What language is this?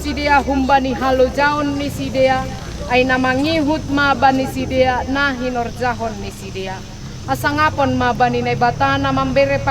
Batak Simalungun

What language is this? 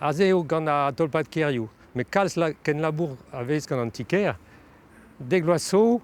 Breton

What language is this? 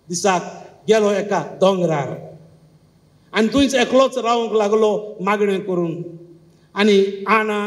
Konkani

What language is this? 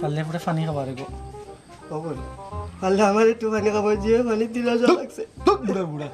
Sylheti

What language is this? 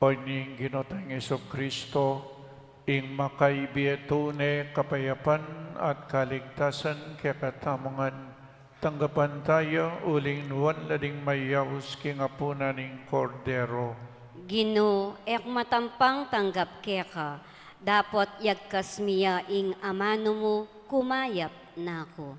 Pampanga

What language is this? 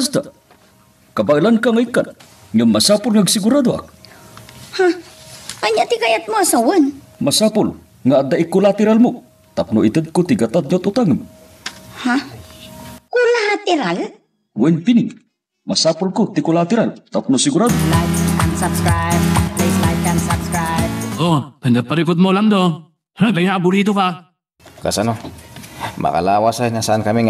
Iloko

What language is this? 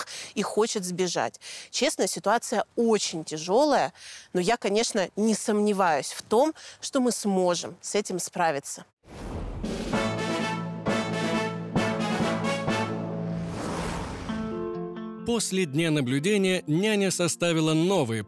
Russian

